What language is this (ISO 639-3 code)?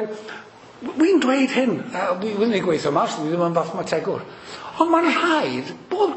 cym